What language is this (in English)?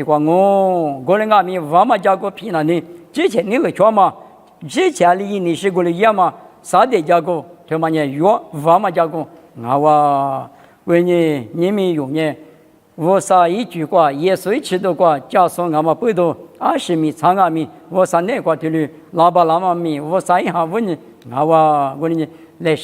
Lisu